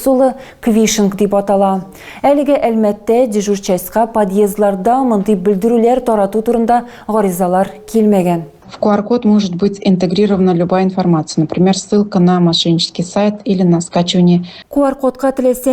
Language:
Tatar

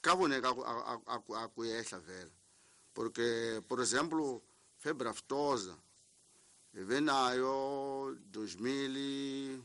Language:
Tsonga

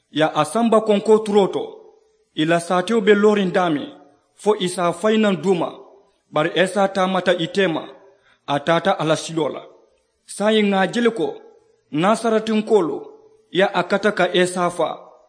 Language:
Mandingo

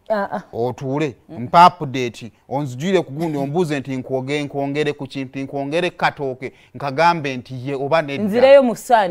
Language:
Ganda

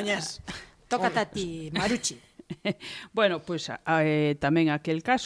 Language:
Galician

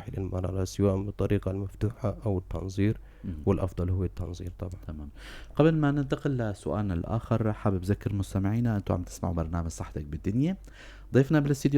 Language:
North Levantine Arabic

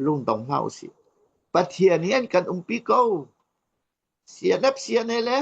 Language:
Hakha Chin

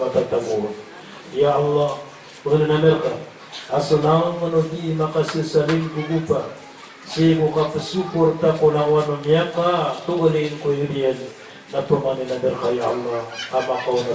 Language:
Maranao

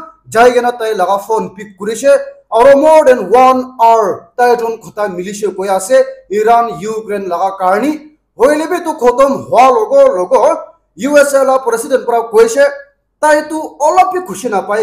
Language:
Naga Pidgin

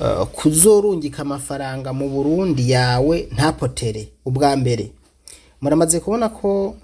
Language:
Rundi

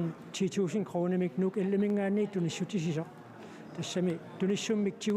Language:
Kalaallisut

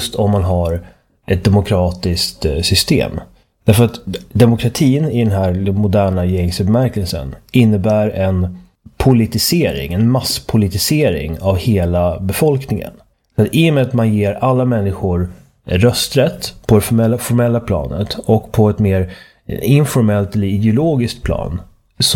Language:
Swedish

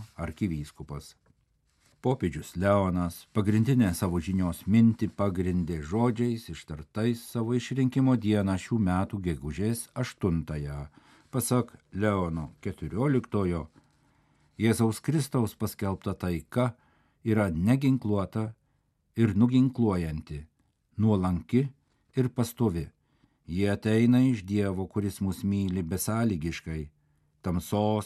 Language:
Lithuanian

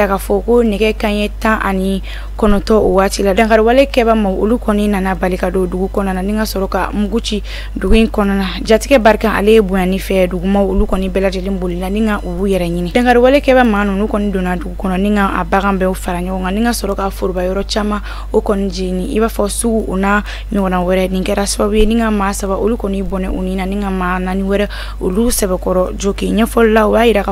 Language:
Bambara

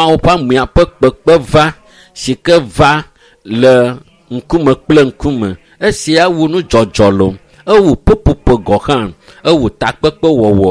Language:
Ewe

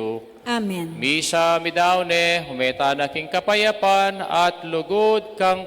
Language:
Pampanga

